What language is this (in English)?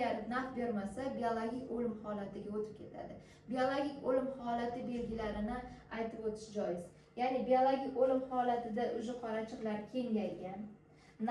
Uzbek